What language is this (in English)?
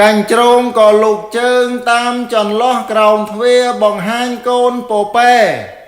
Khmer